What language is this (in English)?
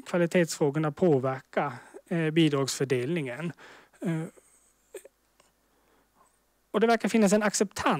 Swedish